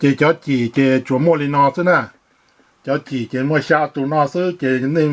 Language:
Hmong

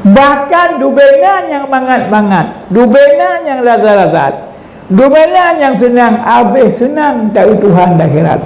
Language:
Achinese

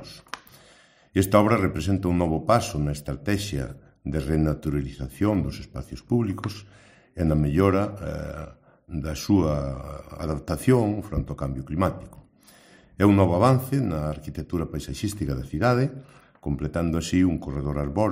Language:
Galician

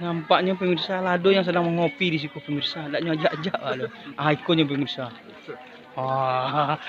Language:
Minangkabau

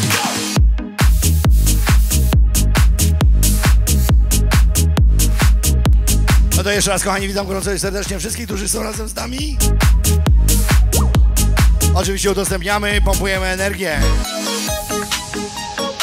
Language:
Polish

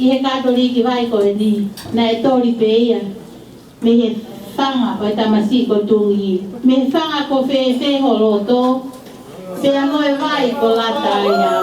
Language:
Tongan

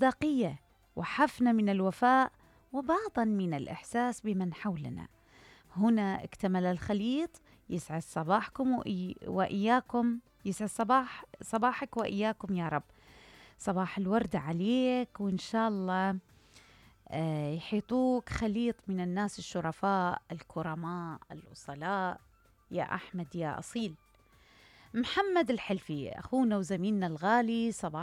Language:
Mesopotamian Arabic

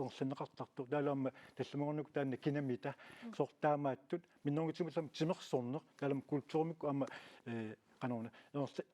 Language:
Kalaallisut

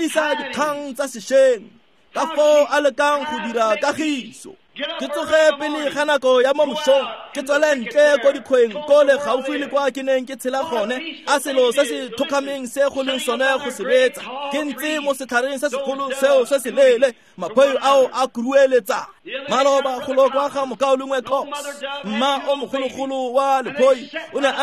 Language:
Tswana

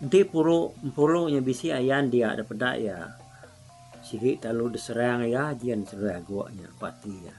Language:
Iban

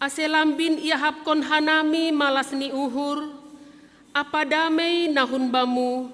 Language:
Batak Simalungun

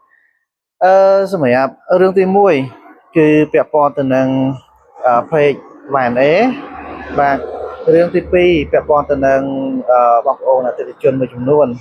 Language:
Khmer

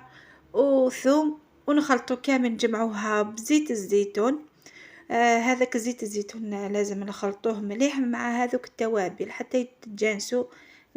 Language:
Algerian Arabic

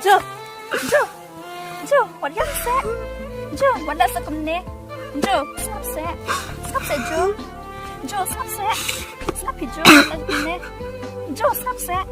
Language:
Khasi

